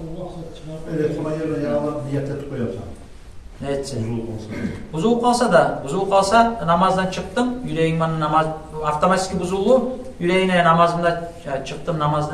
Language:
Kumyk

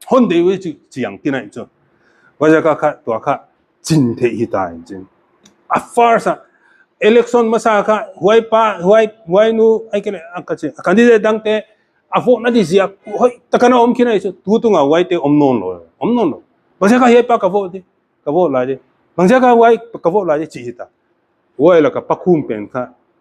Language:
Paite Chin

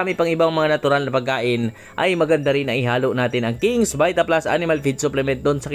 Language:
Filipino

